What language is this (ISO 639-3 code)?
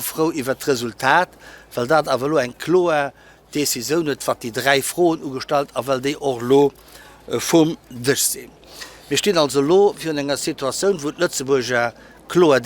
ltz